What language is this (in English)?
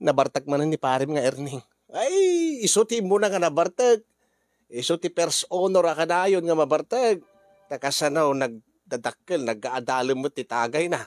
Iloko